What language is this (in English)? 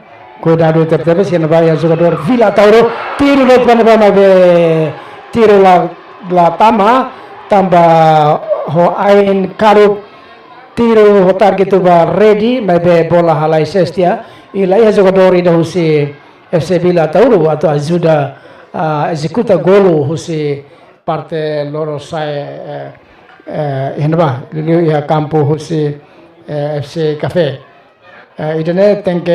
Tetum